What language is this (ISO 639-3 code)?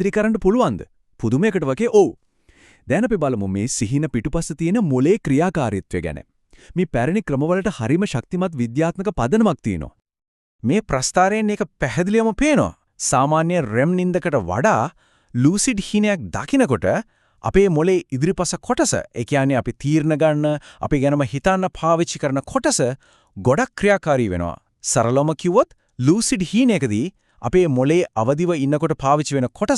sin